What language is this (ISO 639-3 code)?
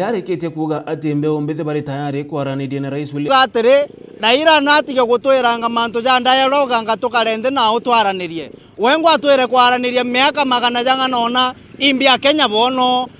mer